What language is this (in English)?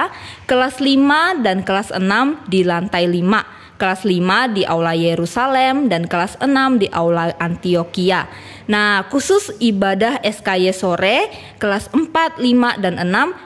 Indonesian